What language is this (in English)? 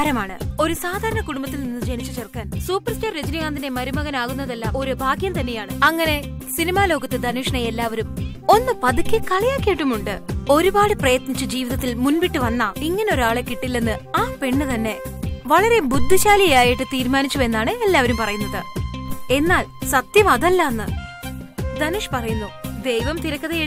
Malayalam